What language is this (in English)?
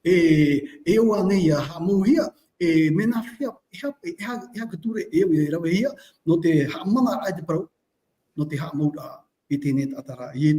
Tahitian